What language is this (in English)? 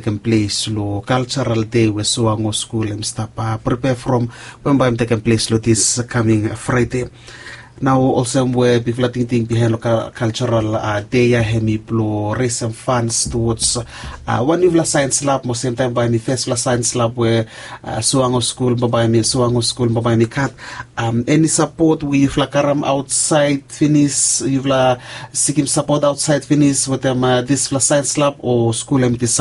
Bislama